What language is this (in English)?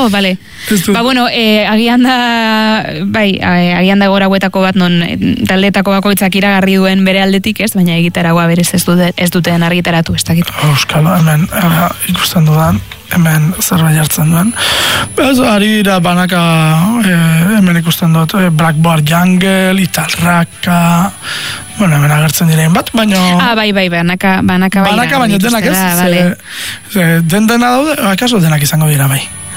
Basque